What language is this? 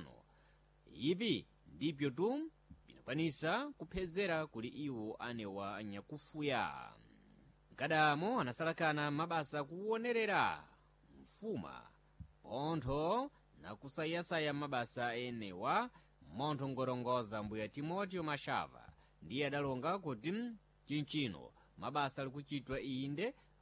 Sena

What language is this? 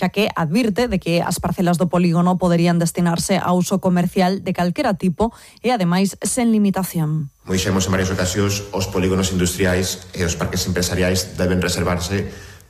Galician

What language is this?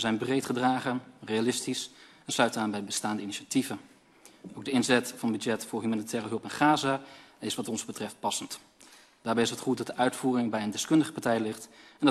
Dutch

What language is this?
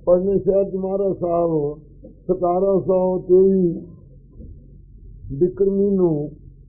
Punjabi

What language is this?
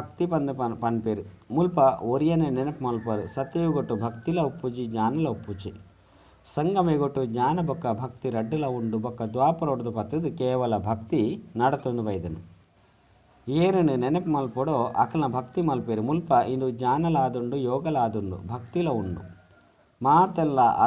Tulu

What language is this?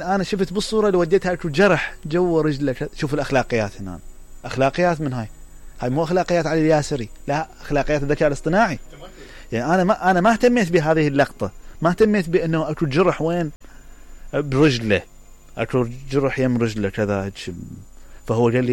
Mesopotamian Arabic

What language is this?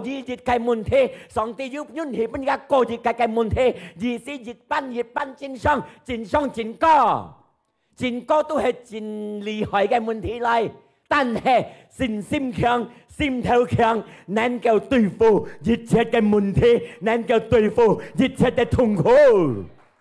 Hakka Chinese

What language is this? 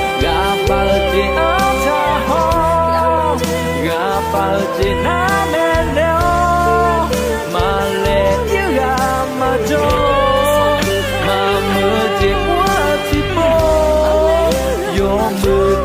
Akha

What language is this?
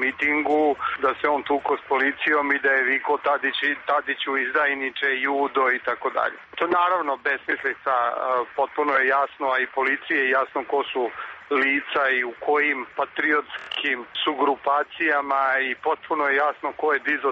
Serbian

